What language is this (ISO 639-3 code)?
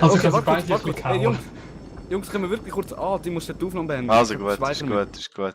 gsw